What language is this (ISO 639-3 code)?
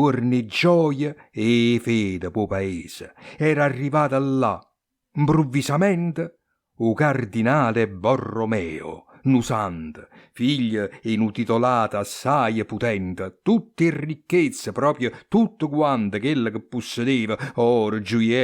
nap